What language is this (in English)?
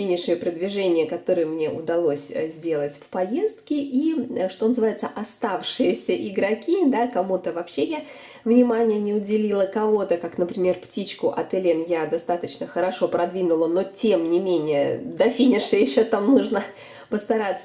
Russian